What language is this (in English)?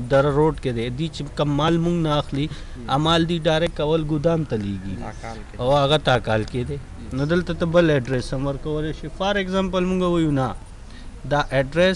Pashto